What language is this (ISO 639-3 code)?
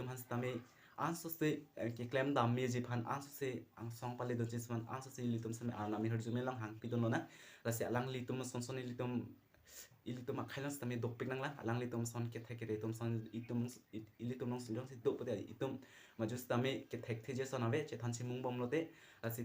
mjw